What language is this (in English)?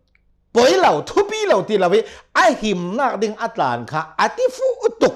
Hakha Chin